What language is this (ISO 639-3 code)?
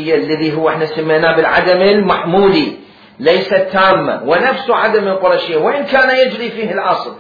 acm